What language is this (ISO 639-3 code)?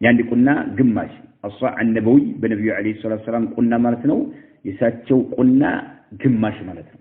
amh